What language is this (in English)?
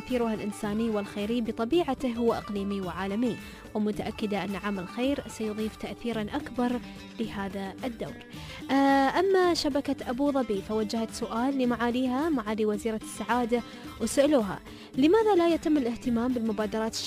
Gulf Arabic